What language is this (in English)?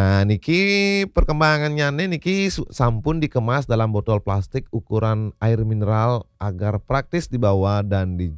Balinese